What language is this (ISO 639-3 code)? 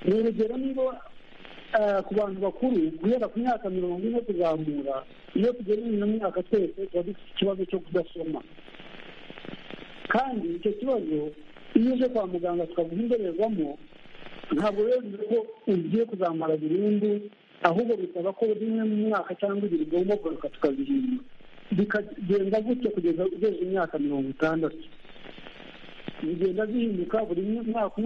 kin